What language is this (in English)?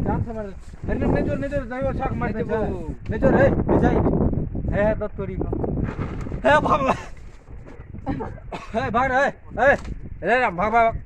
Maithili